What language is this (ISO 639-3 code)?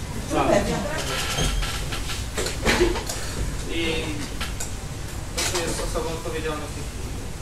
pol